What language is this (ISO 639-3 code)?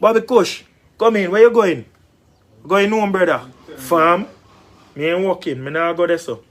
jam